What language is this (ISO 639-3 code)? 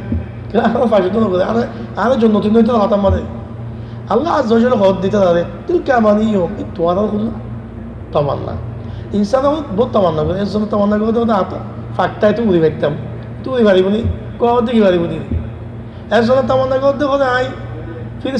rhg